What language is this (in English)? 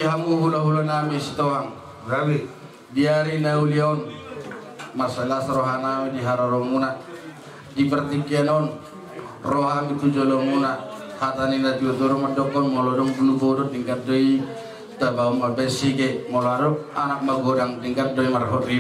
Batak Toba